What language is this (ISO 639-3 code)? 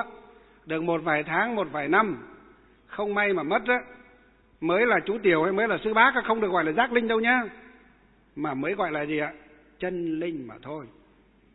vie